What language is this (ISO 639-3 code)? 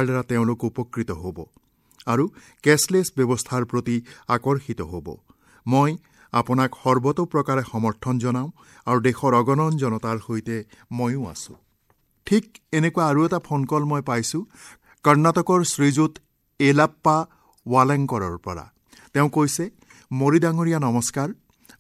asm